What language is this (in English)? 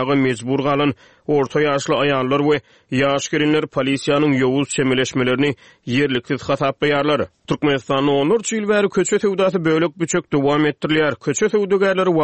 Turkmen